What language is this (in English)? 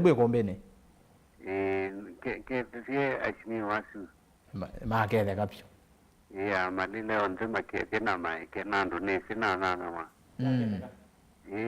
Kamba